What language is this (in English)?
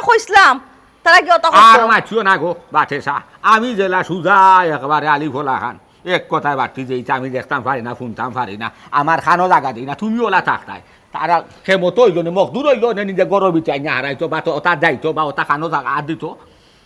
Sylheti